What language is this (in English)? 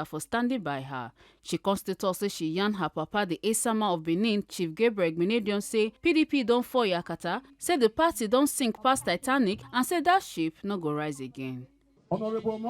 Nigerian Pidgin